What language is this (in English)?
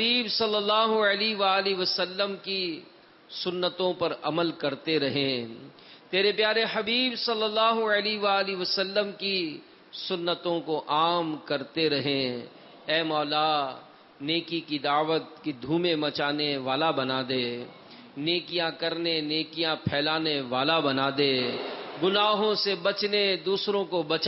Urdu